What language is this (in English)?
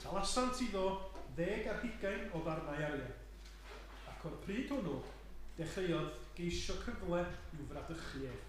Welsh